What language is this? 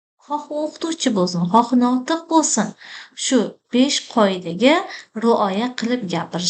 Uzbek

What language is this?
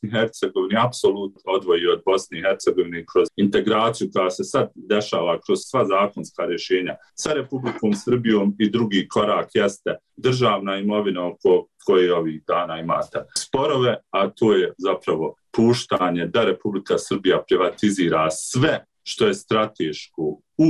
Bosnian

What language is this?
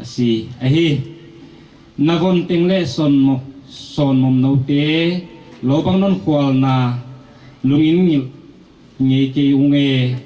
Paite Chin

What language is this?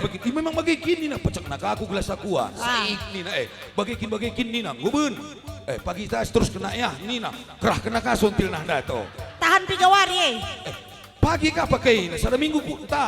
Batak Karo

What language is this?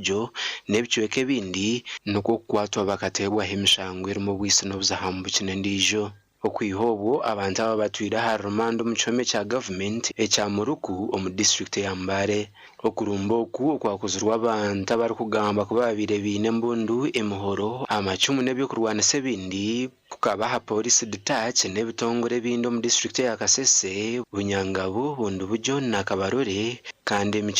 Nyankole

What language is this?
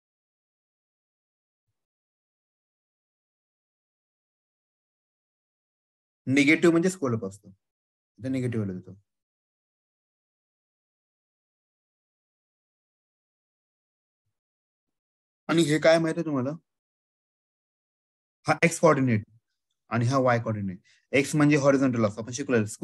Marathi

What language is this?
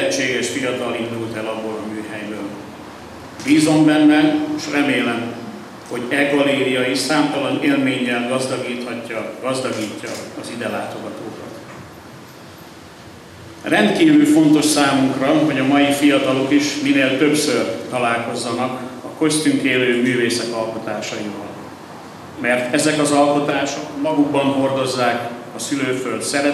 Hungarian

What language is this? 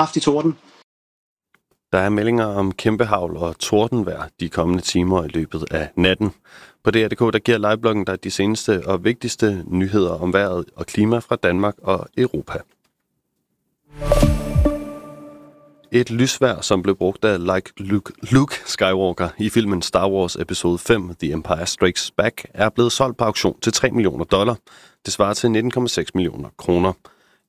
Danish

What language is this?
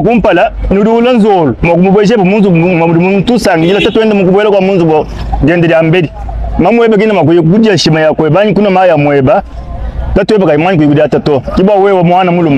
Luba-Lulua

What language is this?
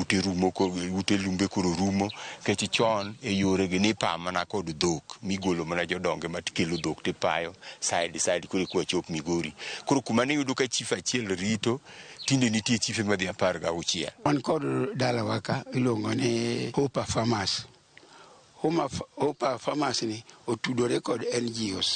Luo (Kenya and Tanzania)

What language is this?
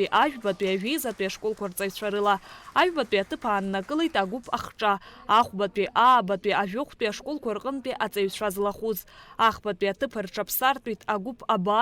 Abkhazian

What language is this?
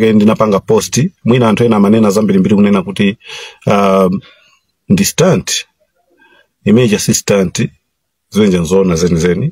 Nyanja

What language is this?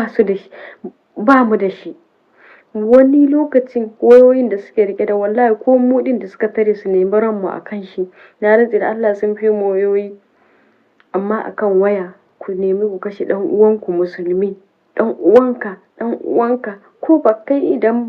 Hausa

